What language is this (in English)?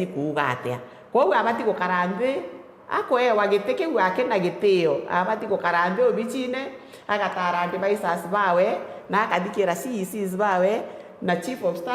Meru